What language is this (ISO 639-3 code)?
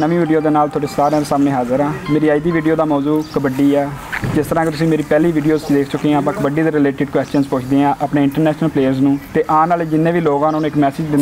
pan